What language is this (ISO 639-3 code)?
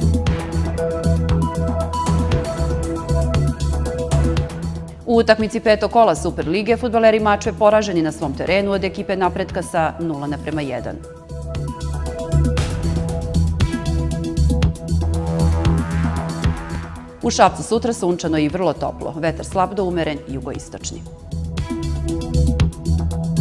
srp